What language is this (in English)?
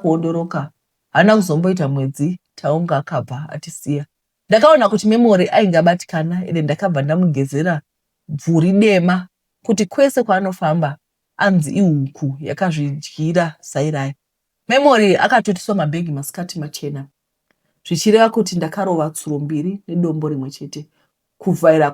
Shona